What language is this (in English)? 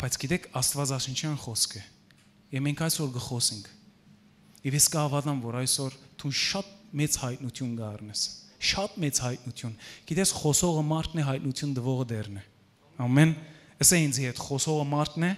Western Armenian